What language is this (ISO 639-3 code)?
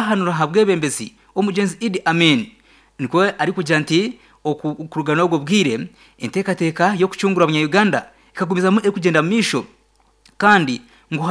nyn